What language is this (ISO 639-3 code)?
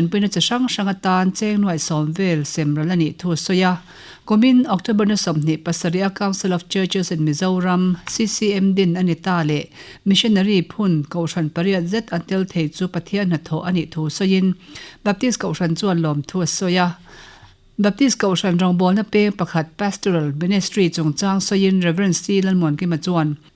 lus